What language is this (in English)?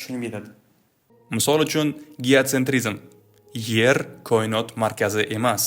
Uzbek